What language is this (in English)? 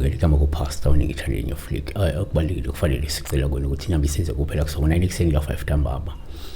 Zulu